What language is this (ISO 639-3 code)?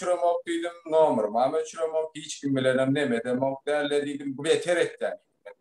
tuk